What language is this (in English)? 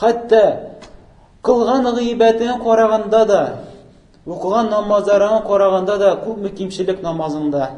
Tatar